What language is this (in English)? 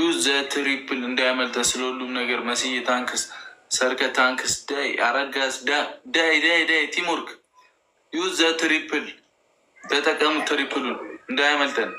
Amharic